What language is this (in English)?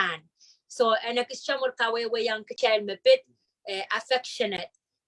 Pohnpeian